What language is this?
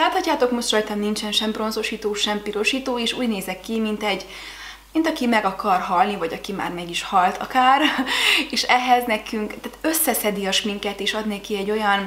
Hungarian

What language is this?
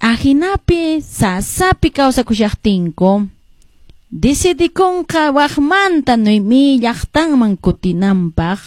Quechua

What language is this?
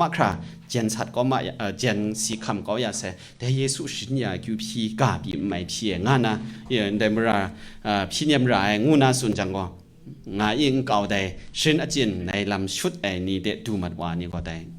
Kachin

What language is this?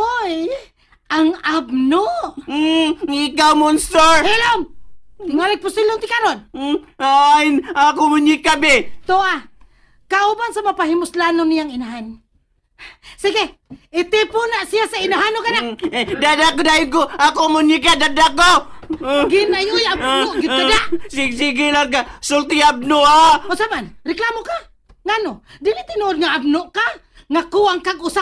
Cebuano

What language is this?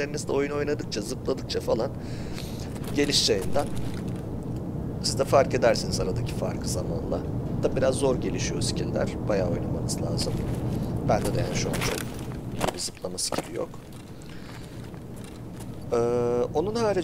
Turkish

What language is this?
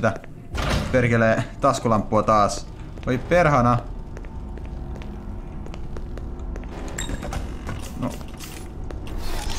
Finnish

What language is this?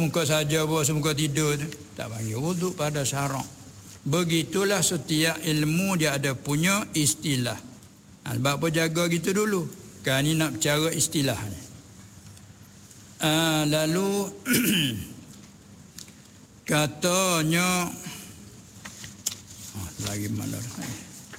Malay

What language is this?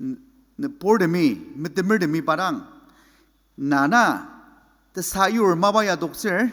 Ao Naga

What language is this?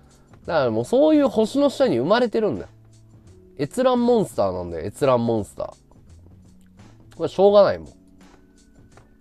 Japanese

